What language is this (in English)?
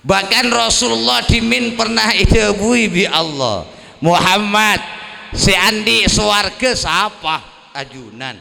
Madurese